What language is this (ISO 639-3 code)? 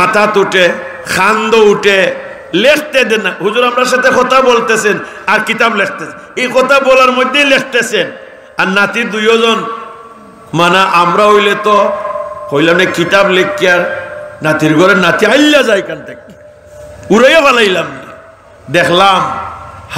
syl